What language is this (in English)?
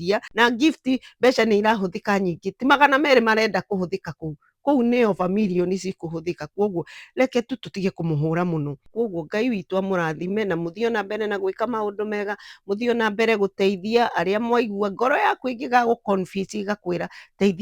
Kikuyu